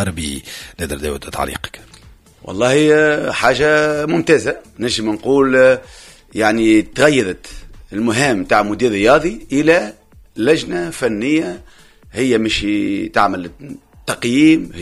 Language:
Tunisian Arabic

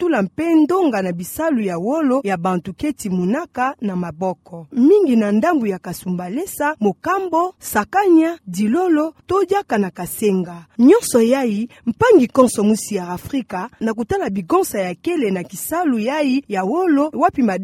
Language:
Kituba (Democratic Republic of Congo)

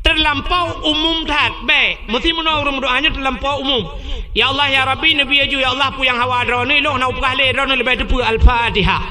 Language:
Achinese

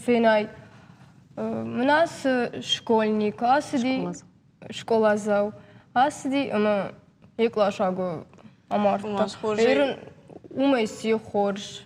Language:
Ossetic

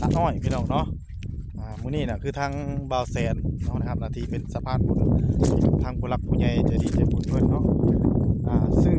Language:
Northeastern Thai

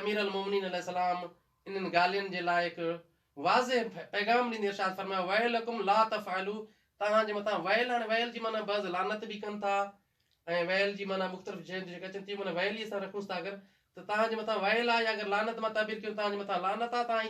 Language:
Sindhi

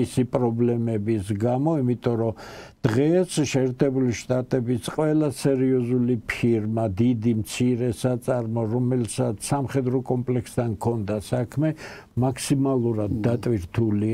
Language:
Georgian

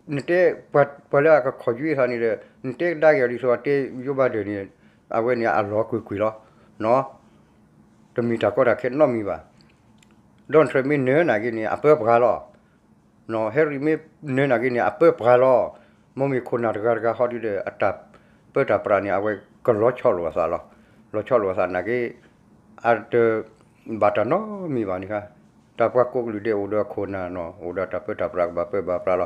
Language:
S'gaw Karen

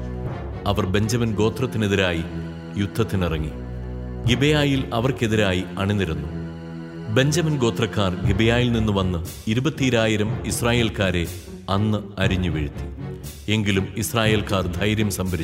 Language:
Malayalam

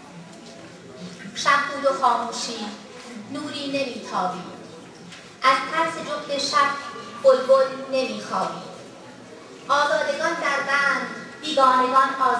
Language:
Persian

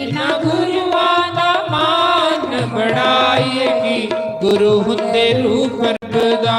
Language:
Dogri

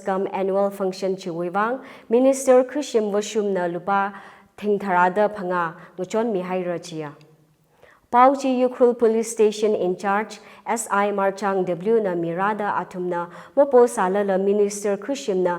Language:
Tangkhul Naga (India)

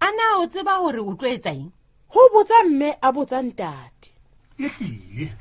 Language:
Southern Sotho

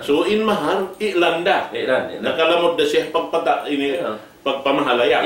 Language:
Tausug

